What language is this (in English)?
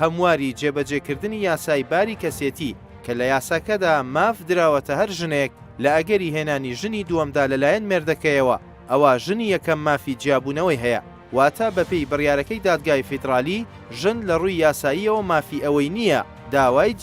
Central Kurdish